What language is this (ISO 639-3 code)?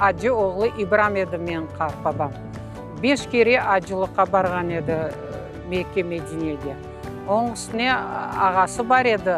crh